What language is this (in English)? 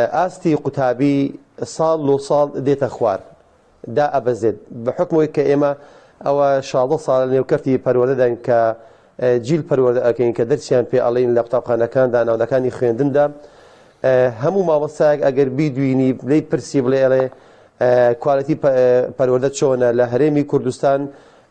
Central Kurdish